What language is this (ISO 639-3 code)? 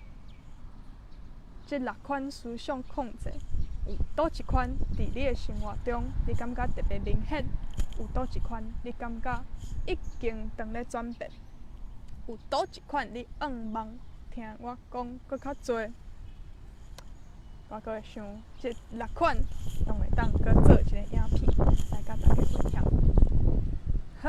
nan